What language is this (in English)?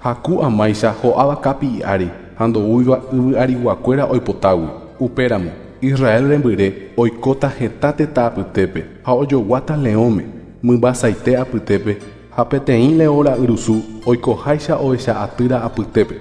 Guarani